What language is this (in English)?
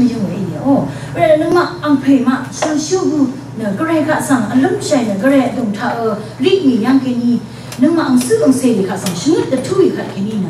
Rawang